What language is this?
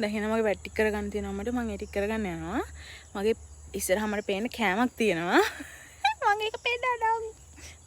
Sinhala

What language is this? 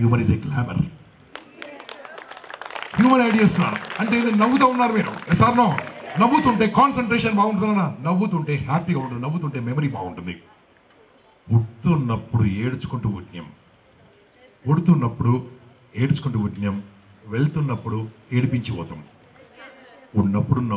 Telugu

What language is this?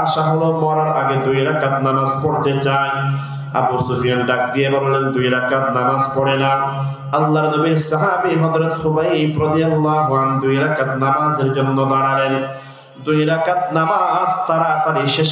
Rohingya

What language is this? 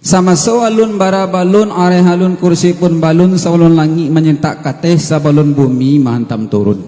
Minangkabau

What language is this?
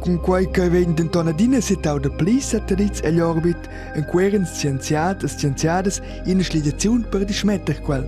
Romansh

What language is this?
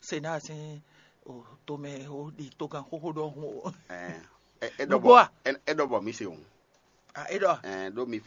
Fon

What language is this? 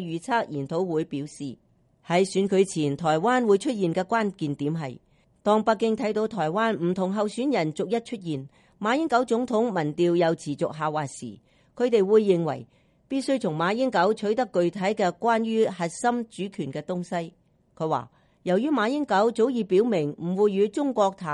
Cantonese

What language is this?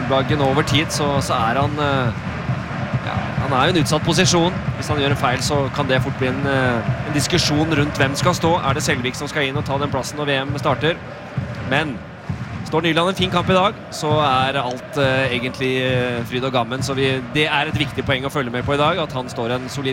Norwegian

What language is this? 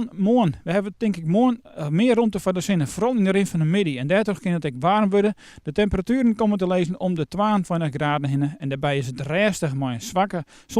Western Frisian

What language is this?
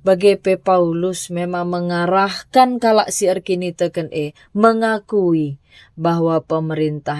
Batak Karo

